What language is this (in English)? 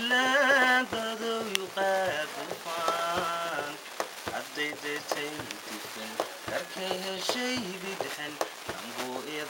Somali